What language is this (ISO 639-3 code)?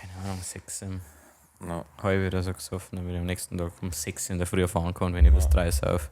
bar